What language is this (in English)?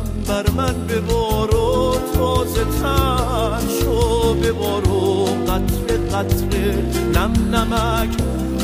Persian